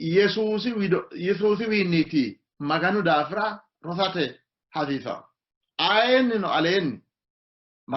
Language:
Sidamo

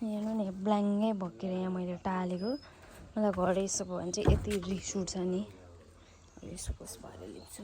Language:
Nepali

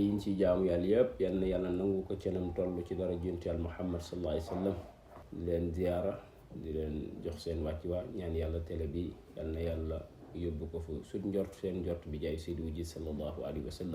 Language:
Wolof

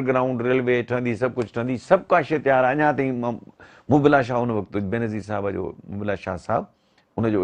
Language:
Sindhi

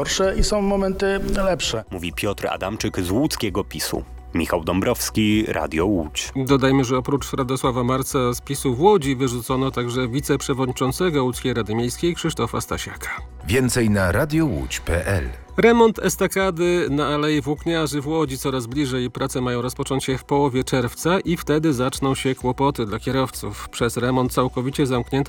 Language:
Polish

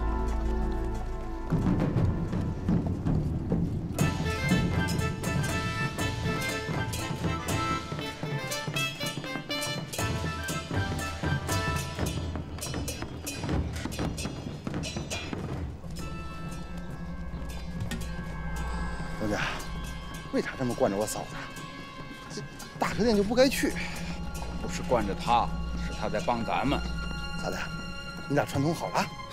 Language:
Chinese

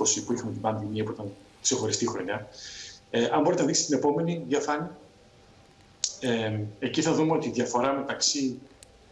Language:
Greek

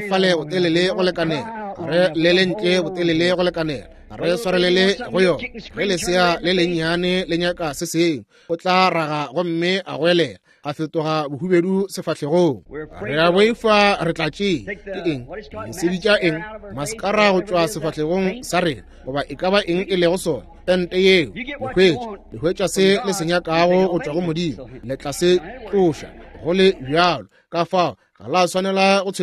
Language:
Northern Sotho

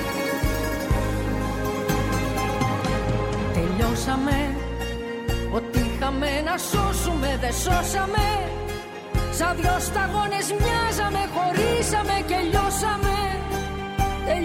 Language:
Greek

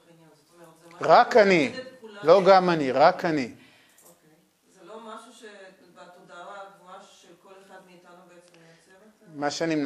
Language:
Hebrew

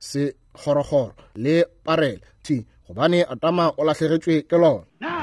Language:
Northern Sotho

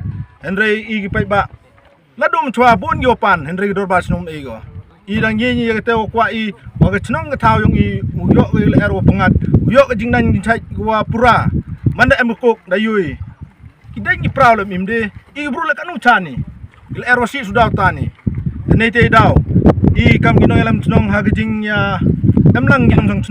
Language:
Pnar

